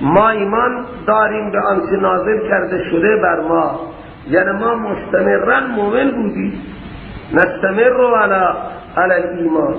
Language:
Persian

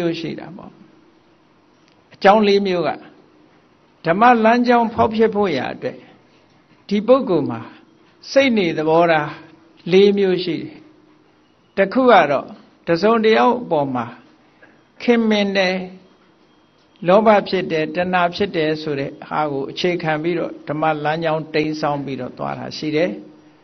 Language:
Burmese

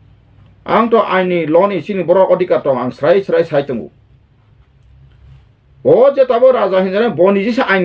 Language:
Kok Borok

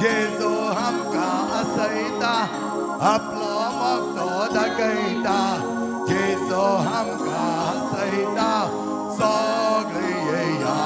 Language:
Konkani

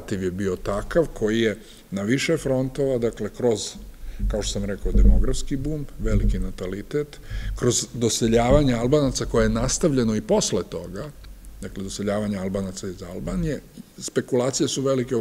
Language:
Serbian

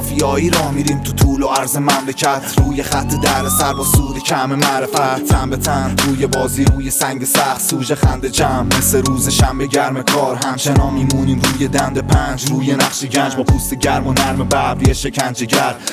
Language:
Persian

